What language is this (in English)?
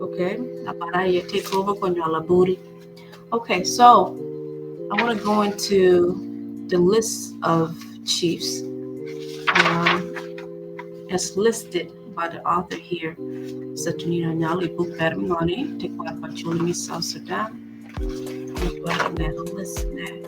Acoli